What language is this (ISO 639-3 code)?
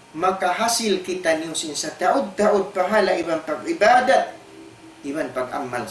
tsg